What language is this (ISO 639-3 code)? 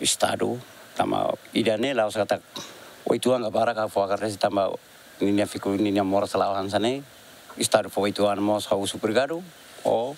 tet